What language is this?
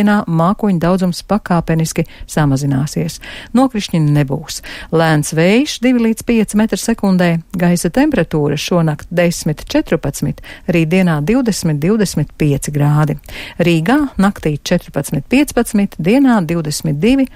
Latvian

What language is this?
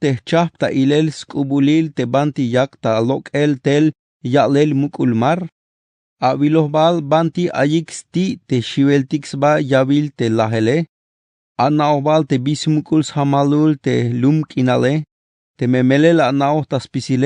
Tzeltal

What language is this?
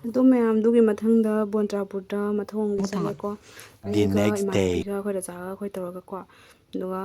Manipuri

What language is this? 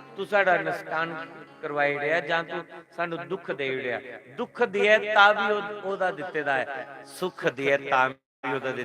Dogri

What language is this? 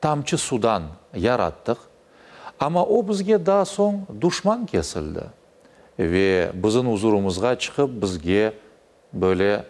Crimean Tatar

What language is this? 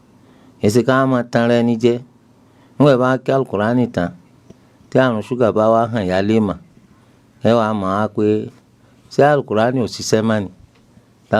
Yoruba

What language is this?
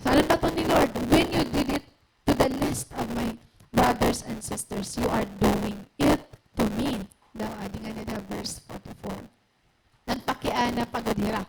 Waray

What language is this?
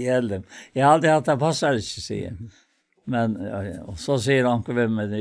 Faroese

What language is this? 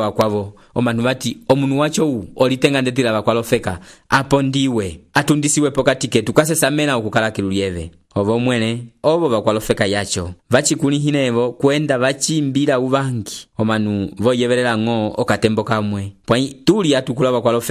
Umbundu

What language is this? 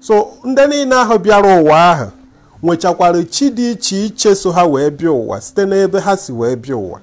Igbo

